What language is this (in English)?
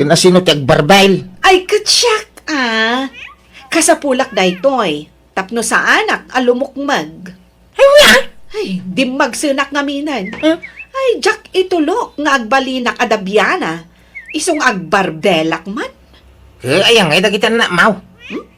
Iloko